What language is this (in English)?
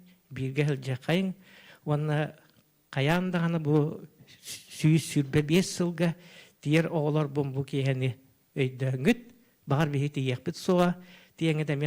Yakut